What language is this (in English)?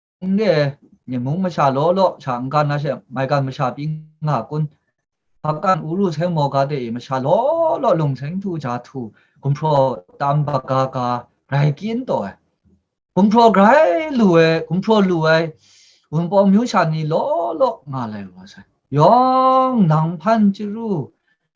Kachin